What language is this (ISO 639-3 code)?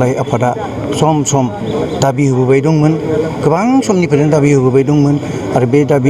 brx